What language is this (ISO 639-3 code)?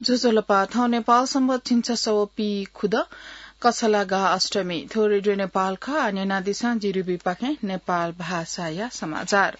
new